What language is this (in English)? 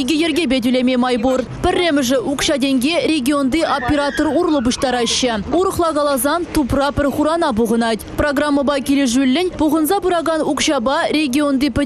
Chuvash